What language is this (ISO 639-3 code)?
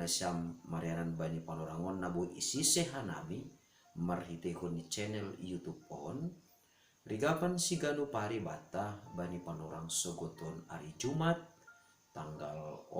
bts